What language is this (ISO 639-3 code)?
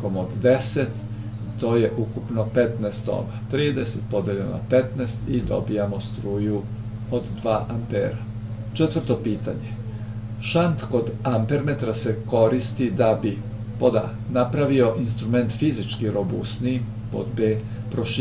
srp